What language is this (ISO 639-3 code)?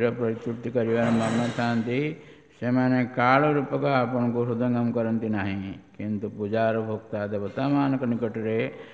ori